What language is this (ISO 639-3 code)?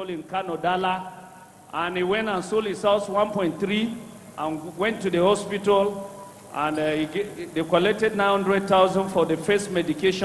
ewe